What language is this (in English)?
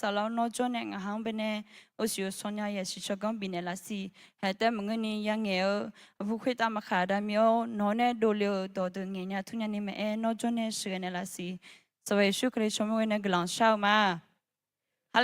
Akha